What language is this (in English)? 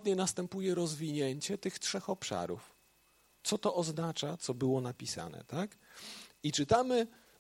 Polish